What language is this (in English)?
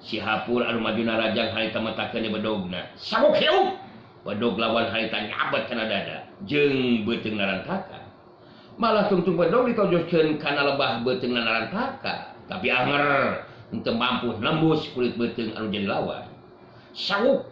Sundanese